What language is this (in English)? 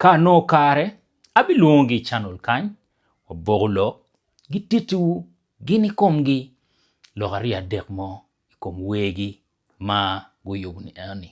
Acoli